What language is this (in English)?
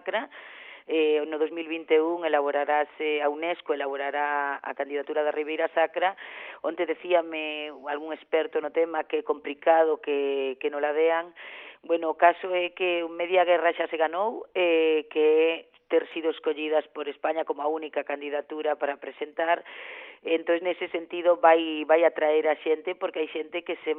Galician